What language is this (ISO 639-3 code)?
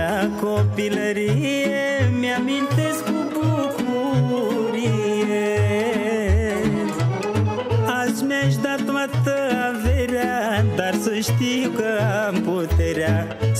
ron